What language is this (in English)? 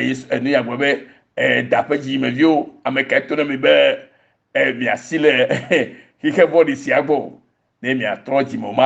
Ewe